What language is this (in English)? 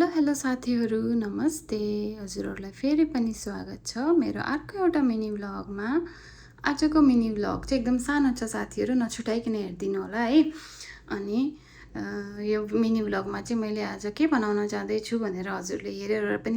Nepali